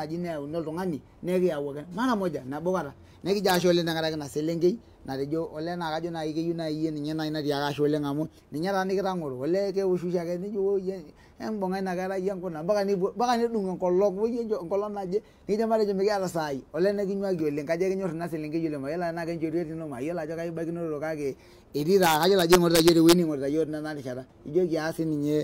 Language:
Masai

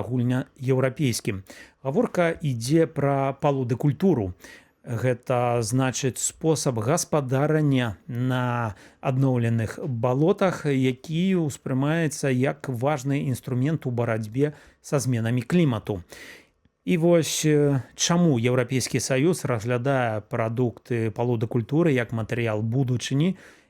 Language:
Belarusian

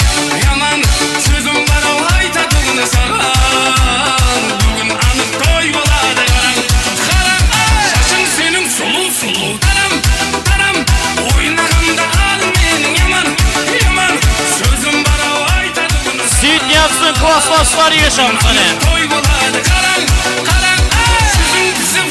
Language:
Kara-Kalpak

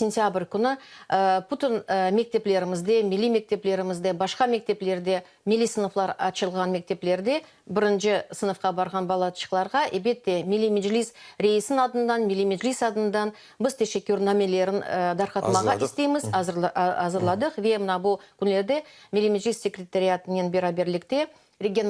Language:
Crimean Tatar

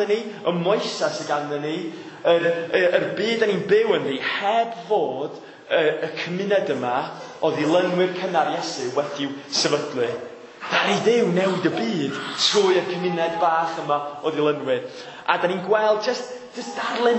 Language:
Welsh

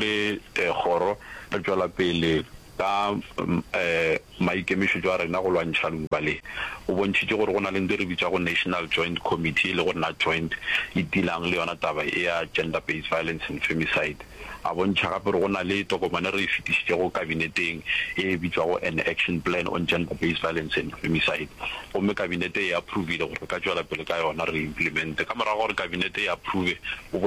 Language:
Northern Sotho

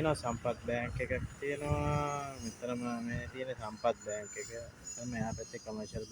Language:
Sinhala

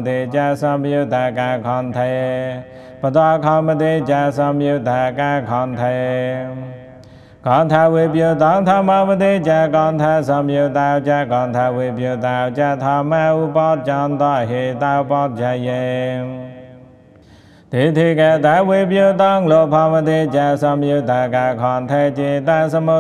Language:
Pali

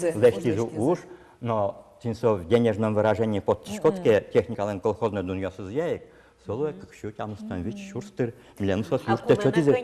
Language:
Udmurt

